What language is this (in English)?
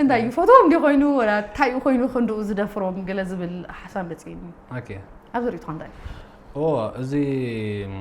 Tigrinya